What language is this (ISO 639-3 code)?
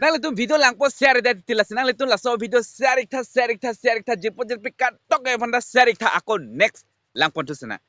mjw